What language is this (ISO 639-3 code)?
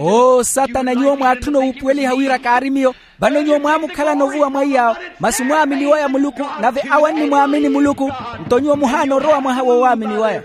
vmw